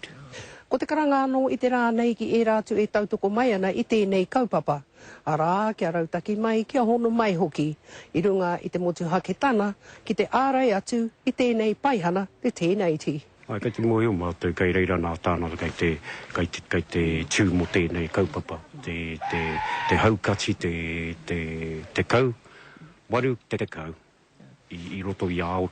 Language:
Māori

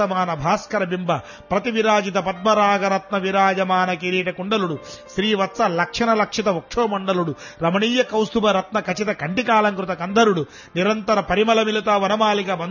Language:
Telugu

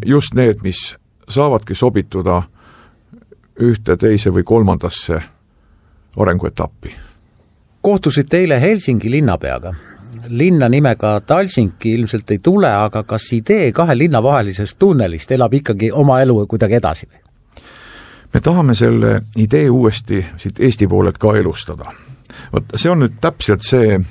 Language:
Estonian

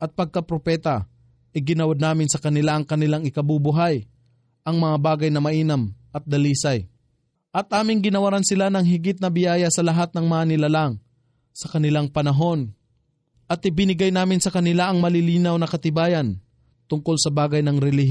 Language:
Filipino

